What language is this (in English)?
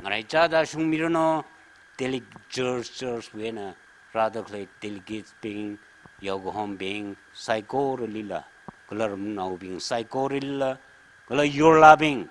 Tangkhul Naga (India)